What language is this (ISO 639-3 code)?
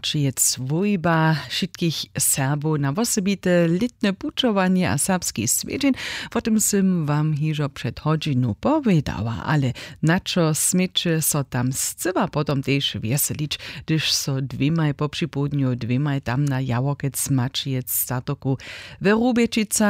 hsb